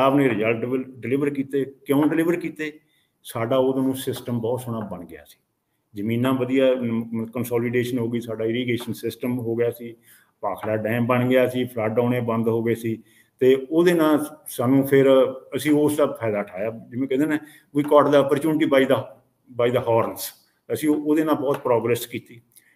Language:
Punjabi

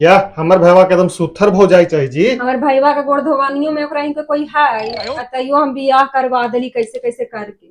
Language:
Magahi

